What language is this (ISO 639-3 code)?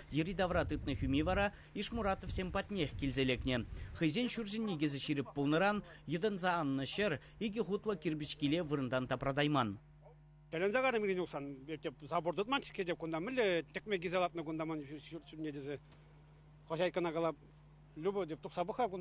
chv